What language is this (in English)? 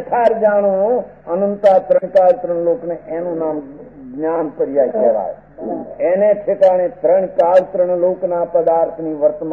Gujarati